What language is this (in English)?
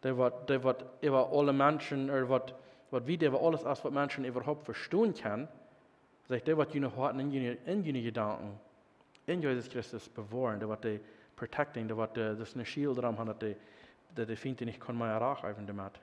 Plautdietsch